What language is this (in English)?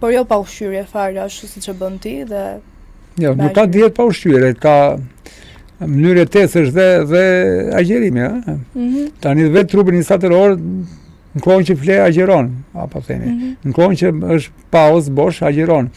Albanian